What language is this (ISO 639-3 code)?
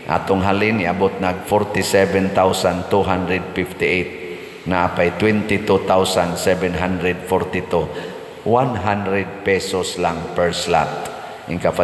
ceb